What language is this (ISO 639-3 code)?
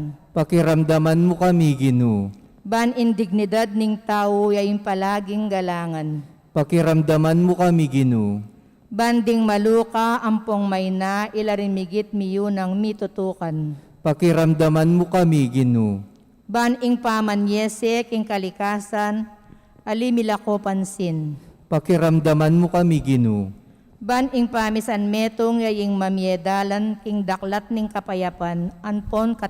pam